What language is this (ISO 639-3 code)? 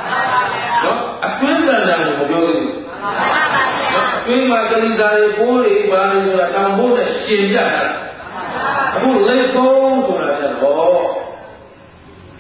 mya